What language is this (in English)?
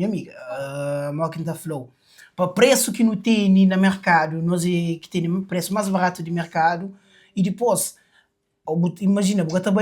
Kabuverdianu